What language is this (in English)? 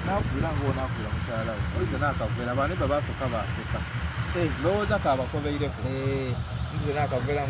Soga